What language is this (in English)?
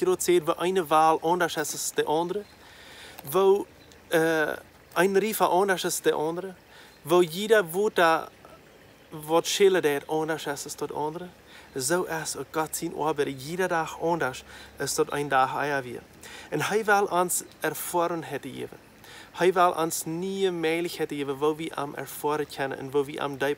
Plautdietsch